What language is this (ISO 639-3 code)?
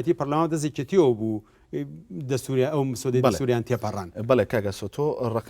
ckb